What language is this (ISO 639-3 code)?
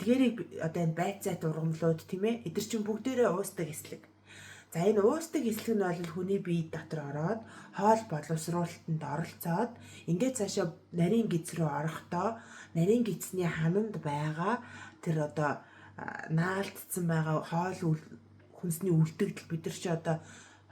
mon